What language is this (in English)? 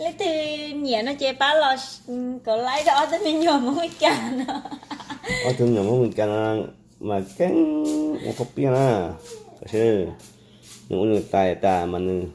Hmong